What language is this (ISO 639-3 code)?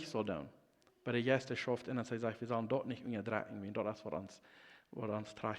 pdt